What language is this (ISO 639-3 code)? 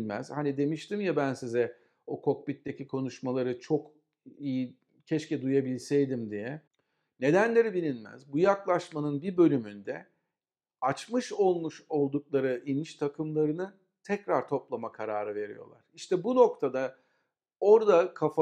tur